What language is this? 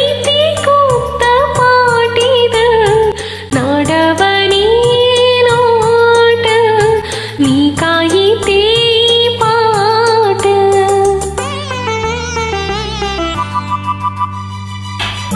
Kannada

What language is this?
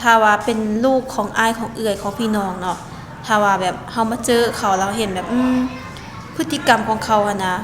Lao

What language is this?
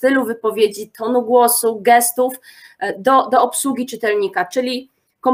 Polish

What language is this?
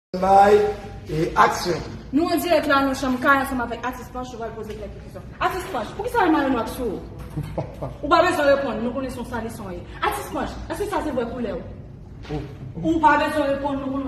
Haitian Creole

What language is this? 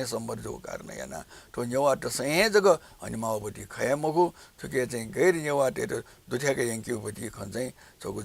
Newari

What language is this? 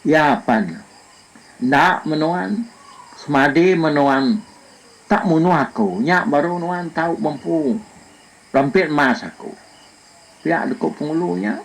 Iban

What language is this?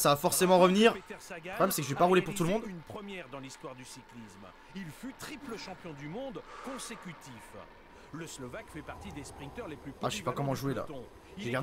French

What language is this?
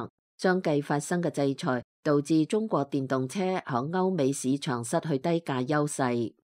Cantonese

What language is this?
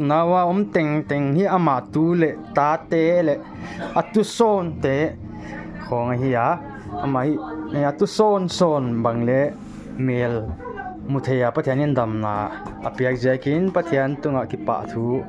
Paite Chin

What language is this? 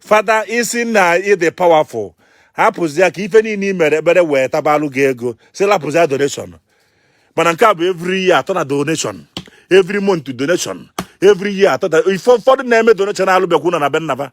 Igbo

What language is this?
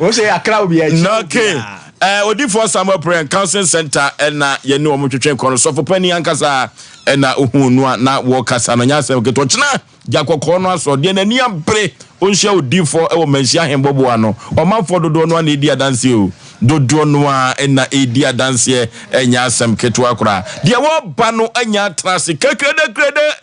Akan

